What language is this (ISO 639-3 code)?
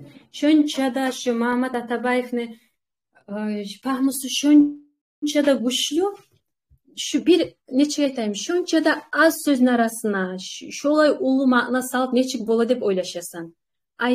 kum